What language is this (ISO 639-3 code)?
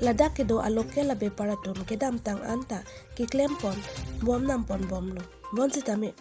mjw